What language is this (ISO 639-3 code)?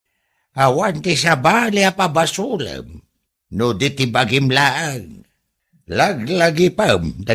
ilo